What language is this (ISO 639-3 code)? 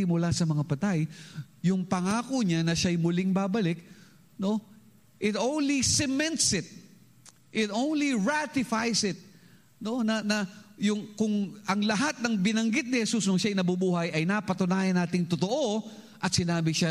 fil